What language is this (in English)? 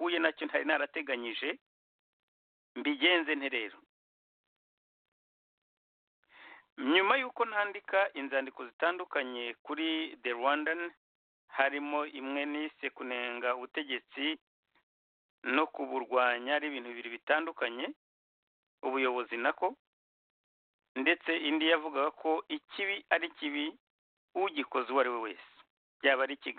Kinyarwanda